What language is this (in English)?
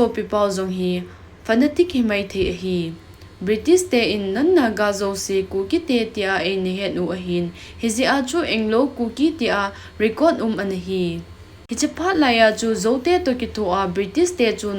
Thado Chin